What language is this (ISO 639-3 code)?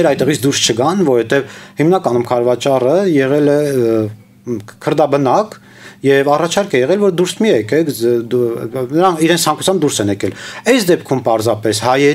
hye